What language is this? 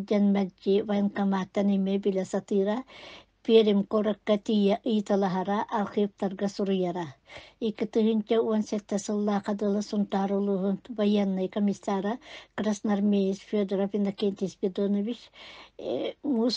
Yakut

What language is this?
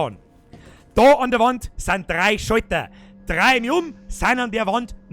Bavarian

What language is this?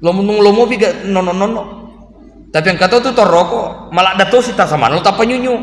Buginese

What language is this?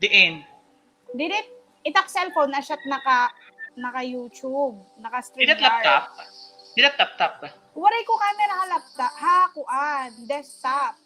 Waray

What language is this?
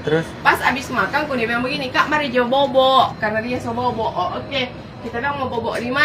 Manado Malay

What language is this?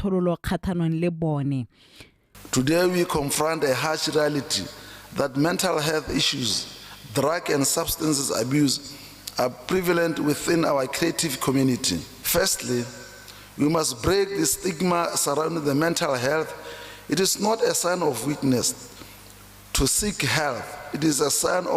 Tswana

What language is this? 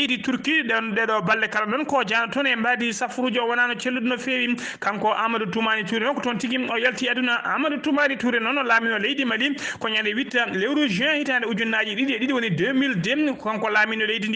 Fula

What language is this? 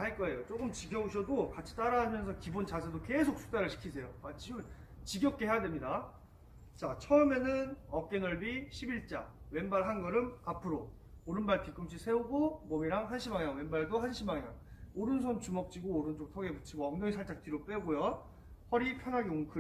Korean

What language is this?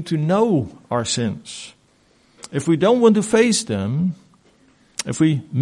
Afrikaans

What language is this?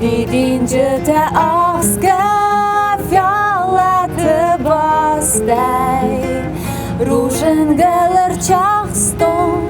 Ossetic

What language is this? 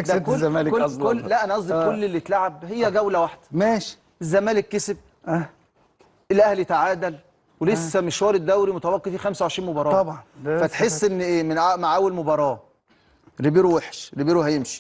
Egyptian Arabic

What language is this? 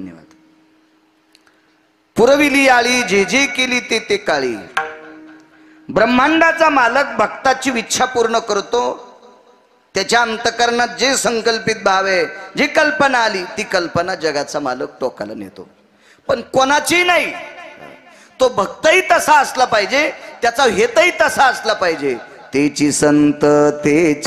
Marathi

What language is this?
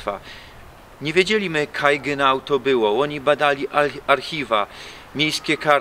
Silesian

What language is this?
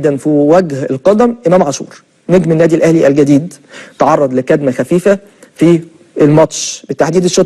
Egyptian Arabic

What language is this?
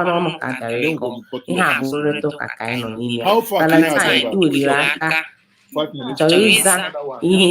Igbo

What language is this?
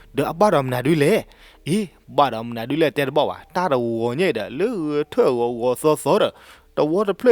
S'gaw Karen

